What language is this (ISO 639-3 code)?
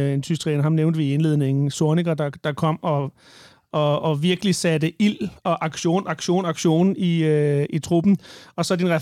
dan